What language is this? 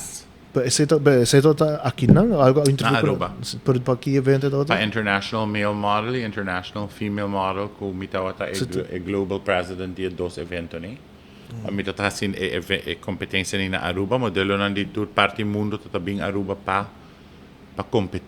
Papiamento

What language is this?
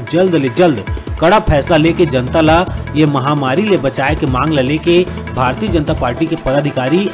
Chhattisgarhi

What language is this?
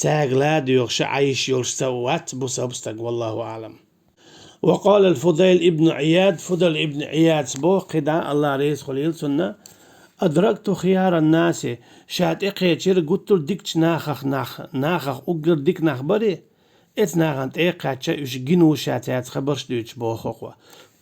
Chechen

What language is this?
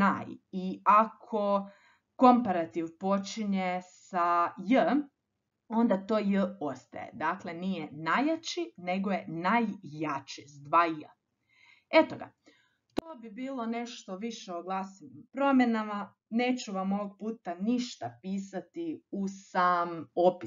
Croatian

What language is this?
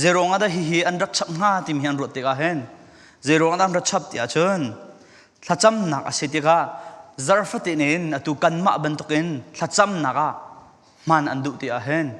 Falam Chin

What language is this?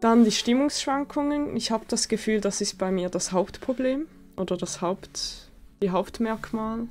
Swiss German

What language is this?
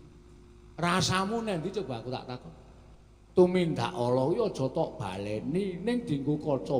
Javanese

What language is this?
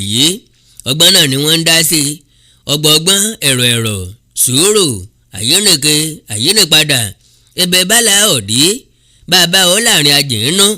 Yoruba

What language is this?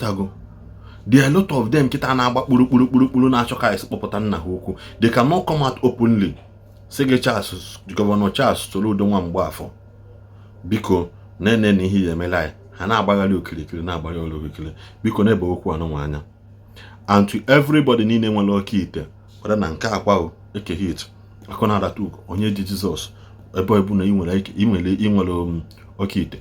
Igbo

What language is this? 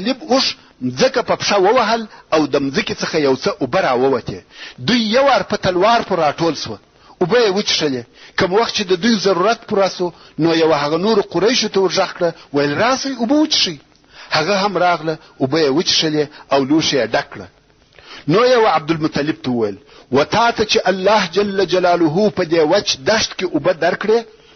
Pashto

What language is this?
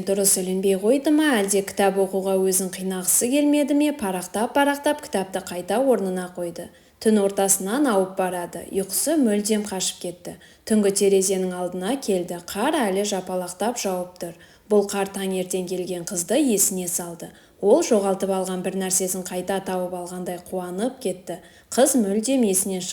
Kazakh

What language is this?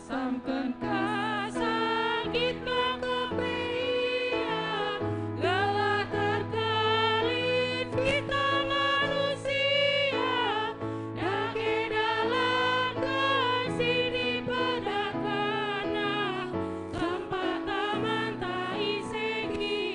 Batak Karo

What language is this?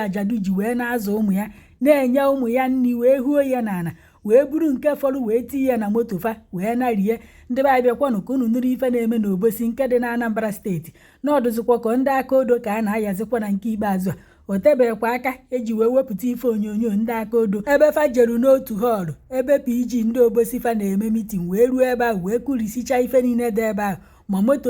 Igbo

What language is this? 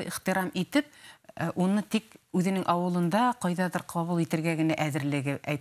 Bashkir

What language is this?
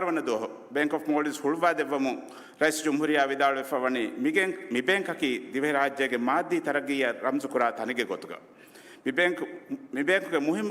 Divehi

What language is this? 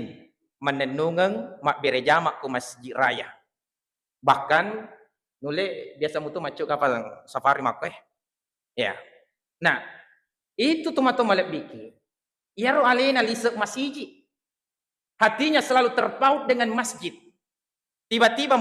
Buginese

